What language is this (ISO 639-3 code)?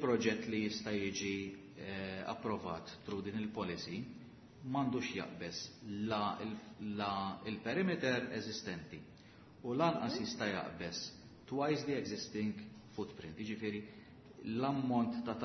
mlt